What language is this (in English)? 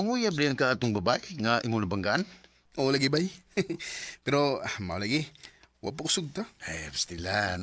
Cebuano